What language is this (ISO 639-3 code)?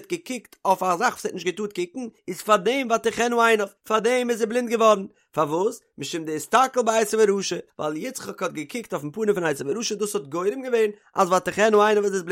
yid